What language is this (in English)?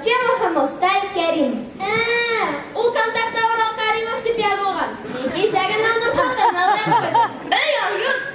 Bashkir